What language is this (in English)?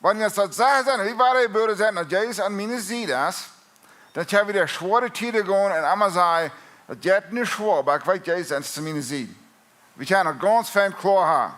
Plautdietsch